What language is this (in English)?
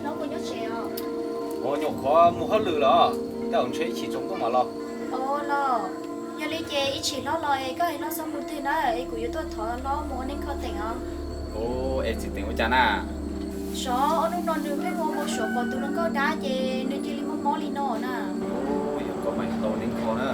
Hmong